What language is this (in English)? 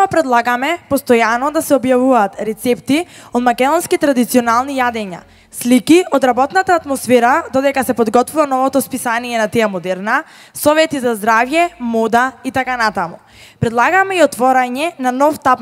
Macedonian